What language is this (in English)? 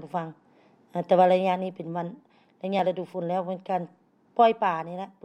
Lao